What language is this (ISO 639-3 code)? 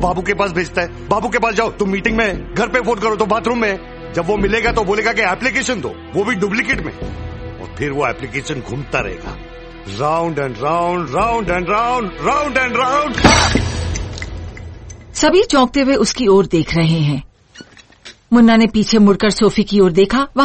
hin